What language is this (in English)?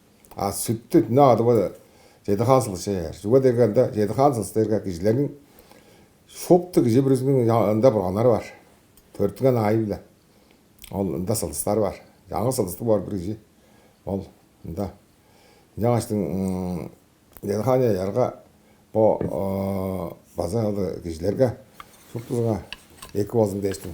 Tuvinian